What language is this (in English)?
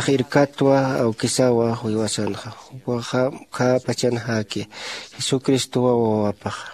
Aymara